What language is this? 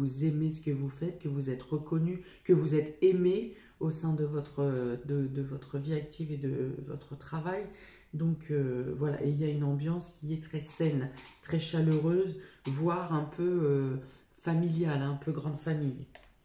French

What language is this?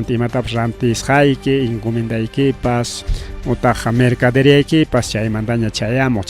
Ayacucho Quechua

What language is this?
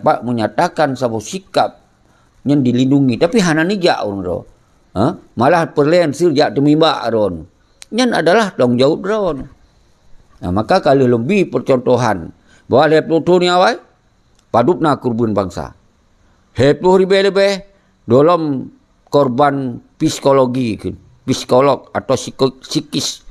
Achinese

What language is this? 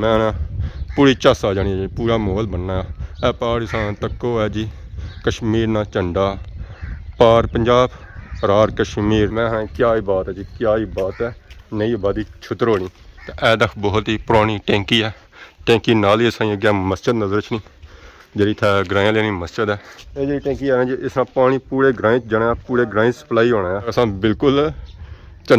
Pahari-Potwari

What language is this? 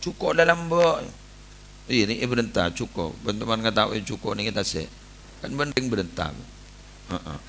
Madurese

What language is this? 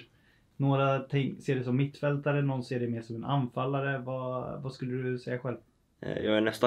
Swedish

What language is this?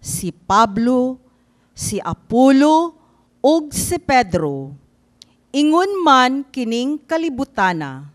Cebuano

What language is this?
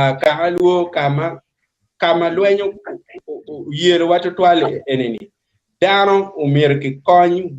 Acoli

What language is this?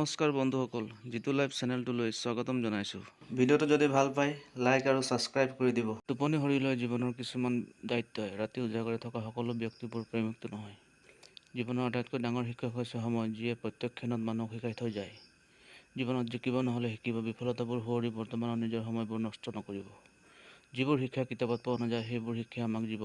Assamese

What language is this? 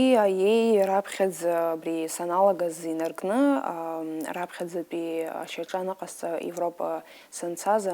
Abkhazian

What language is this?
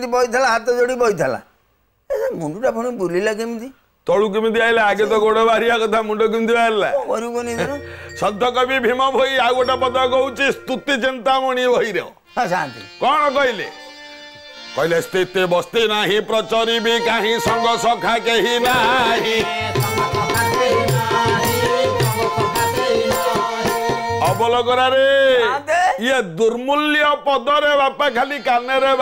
Odia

